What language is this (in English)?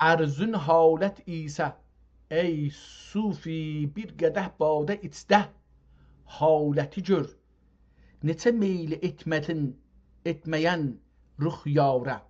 South Azerbaijani